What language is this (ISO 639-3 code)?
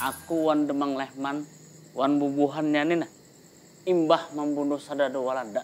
bjn